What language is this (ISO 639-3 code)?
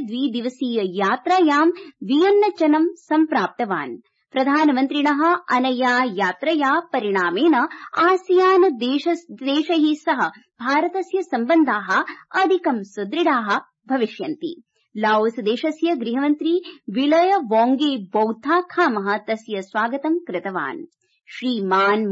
san